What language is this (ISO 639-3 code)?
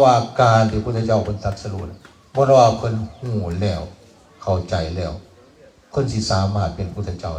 tts